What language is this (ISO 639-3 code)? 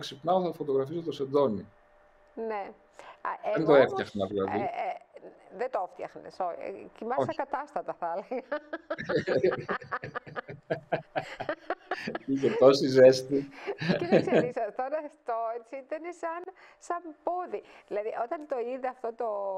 ell